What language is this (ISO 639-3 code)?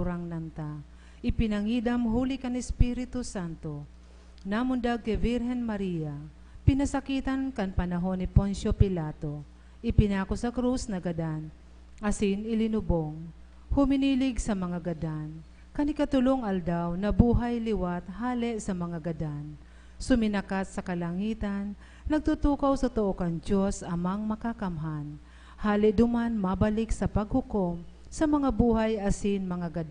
bik